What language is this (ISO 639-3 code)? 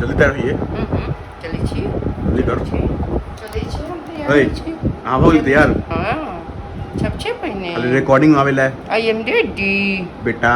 mai